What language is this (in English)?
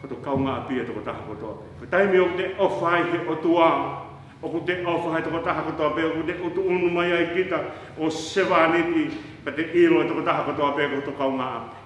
Tongan